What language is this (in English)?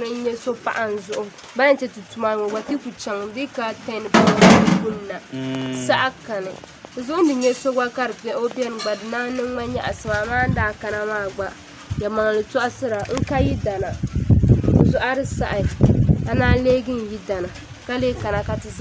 Dagbani